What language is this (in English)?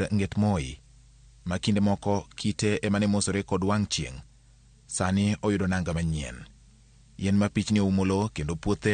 Luo (Kenya and Tanzania)